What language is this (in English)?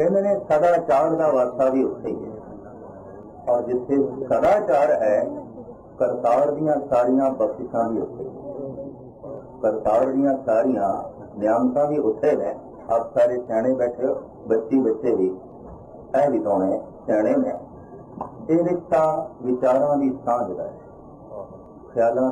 Punjabi